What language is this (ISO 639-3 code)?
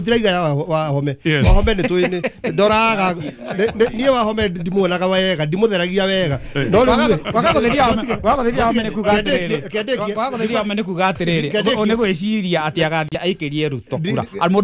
kik